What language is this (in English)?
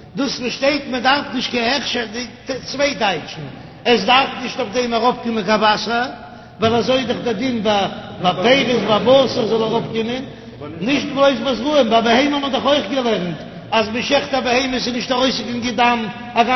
Yiddish